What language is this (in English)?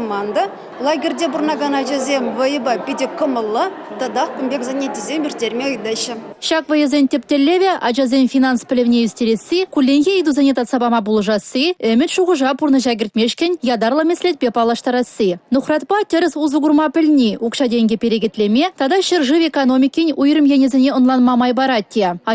Chuvash